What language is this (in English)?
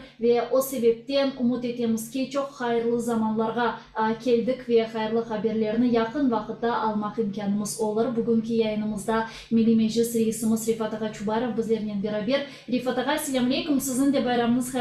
Crimean Tatar